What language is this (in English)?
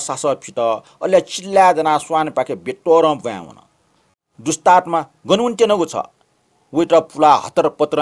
Newari